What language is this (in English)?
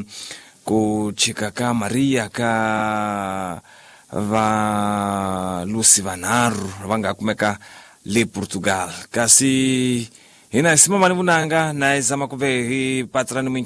Tsonga